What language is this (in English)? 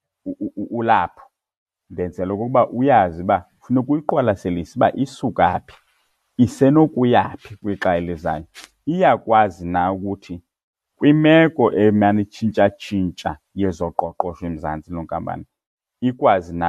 Xhosa